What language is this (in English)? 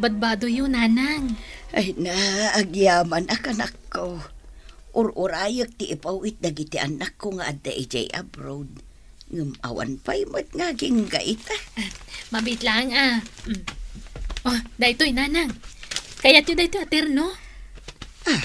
Iloko